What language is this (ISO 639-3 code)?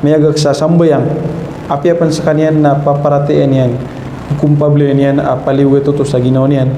mrw